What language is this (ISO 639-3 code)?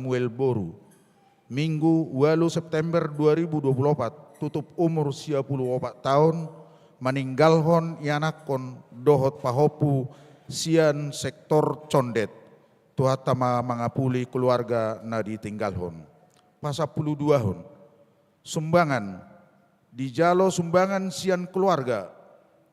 bbc